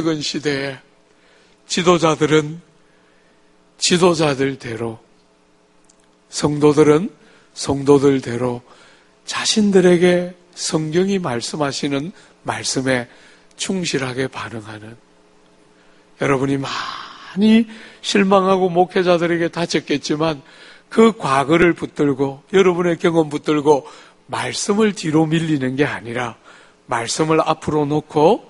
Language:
Korean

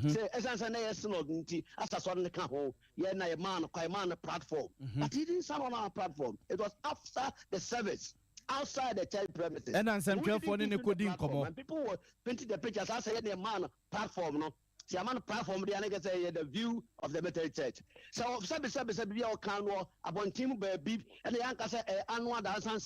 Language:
Akan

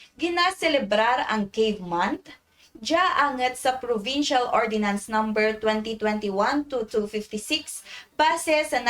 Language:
Kinaray-a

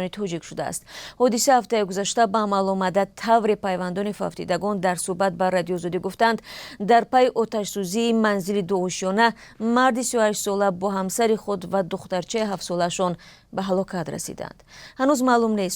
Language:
Tajik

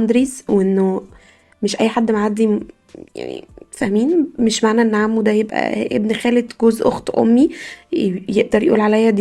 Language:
Egyptian Arabic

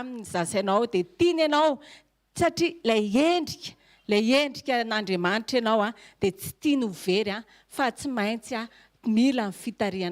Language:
Malagasy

